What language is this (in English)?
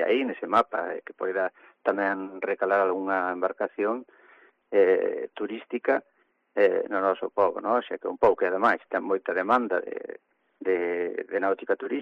Galician